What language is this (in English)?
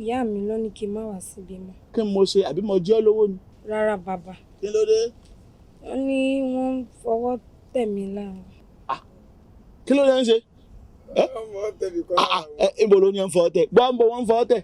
Yoruba